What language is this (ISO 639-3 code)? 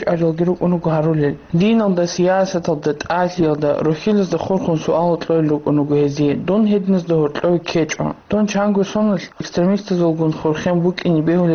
ava